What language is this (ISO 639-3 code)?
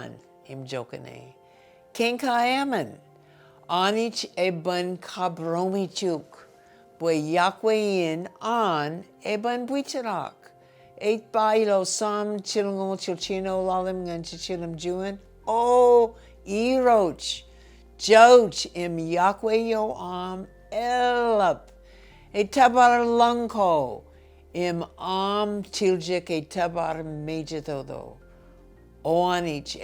mah